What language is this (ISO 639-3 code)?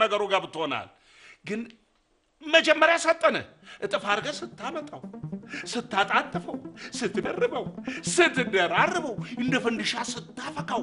amh